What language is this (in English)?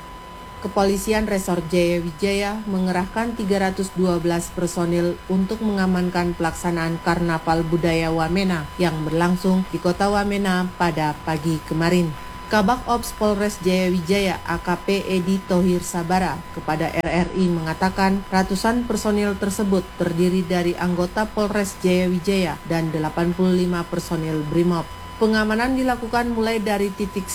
Indonesian